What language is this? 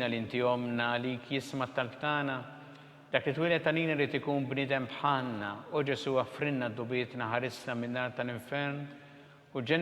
Maltese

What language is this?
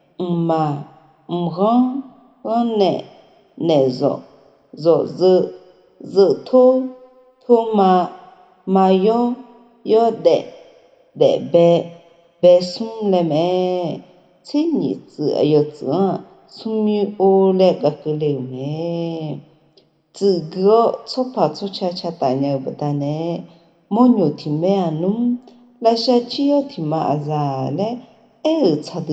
Akha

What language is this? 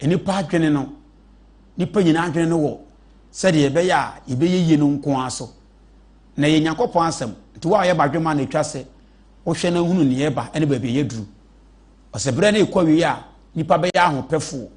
Akan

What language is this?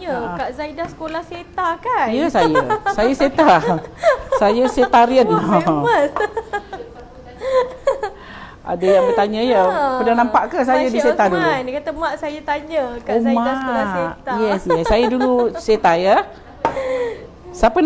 Malay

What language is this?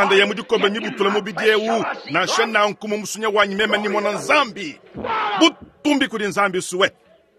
Luba-Lulua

